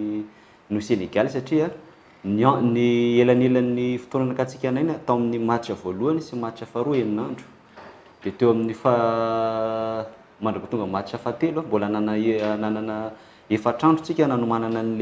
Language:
Malagasy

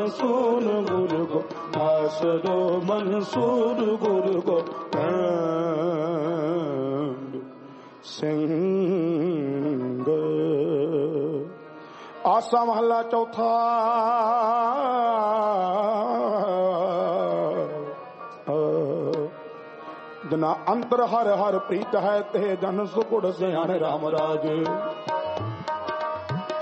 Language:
Punjabi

